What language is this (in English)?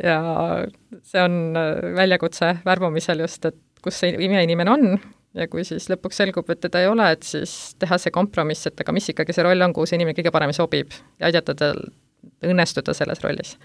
Estonian